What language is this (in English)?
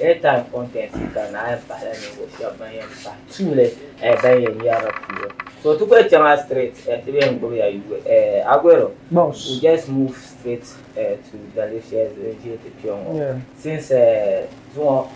Dagbani